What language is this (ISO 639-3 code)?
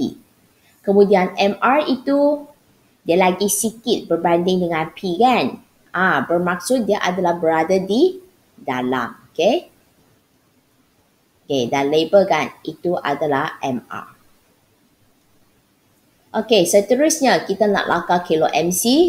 msa